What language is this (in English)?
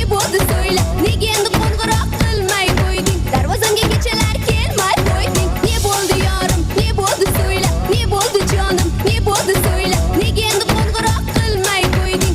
Kara-Kalpak